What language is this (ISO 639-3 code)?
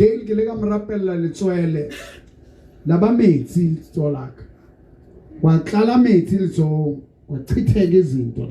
sot